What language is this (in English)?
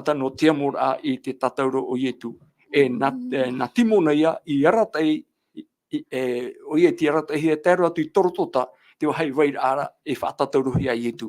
Tahitian